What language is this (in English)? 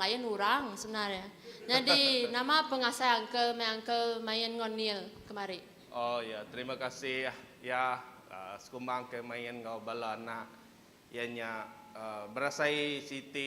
Iban